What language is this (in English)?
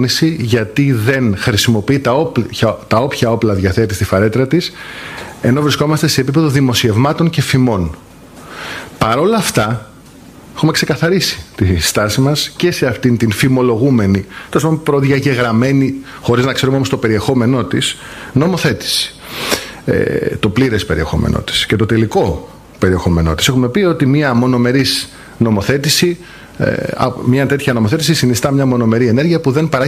Greek